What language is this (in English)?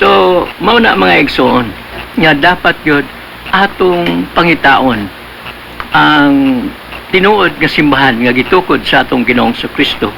Cebuano